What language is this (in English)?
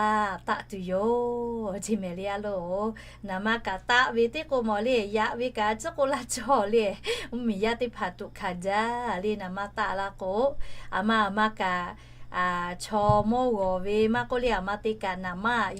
Lahu